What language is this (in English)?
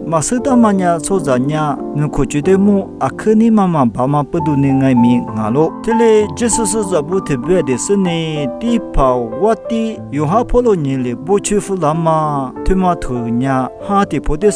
Lisu